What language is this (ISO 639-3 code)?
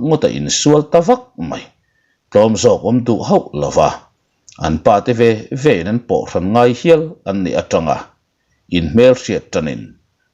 lus